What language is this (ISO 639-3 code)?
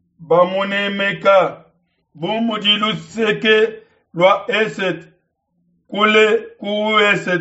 lua